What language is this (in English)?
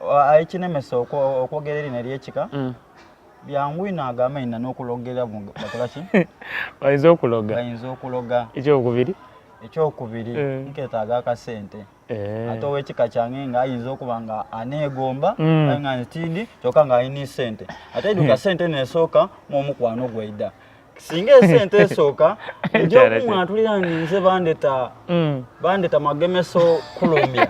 Soga